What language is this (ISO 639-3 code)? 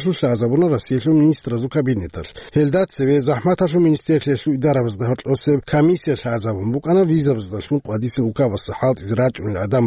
ava